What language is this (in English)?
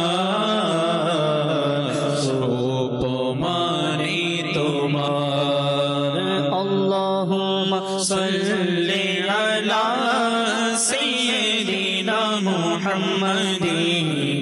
Bangla